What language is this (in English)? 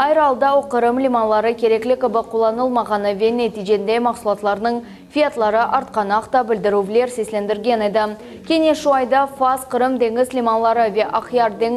Crimean Tatar